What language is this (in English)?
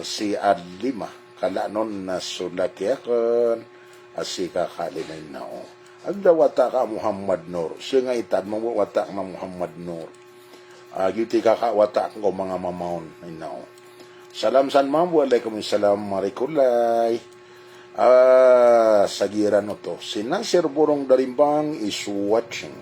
Maranao